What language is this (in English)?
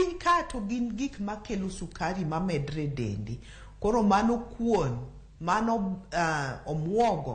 Luo (Kenya and Tanzania)